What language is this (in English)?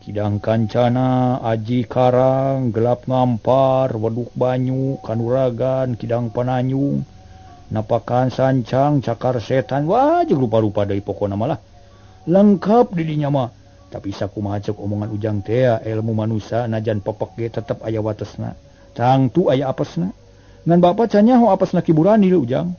Sundanese